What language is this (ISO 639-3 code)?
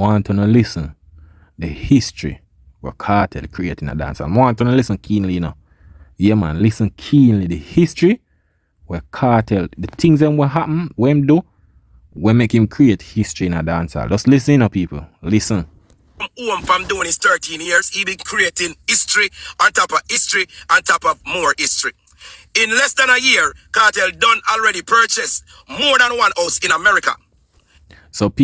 jam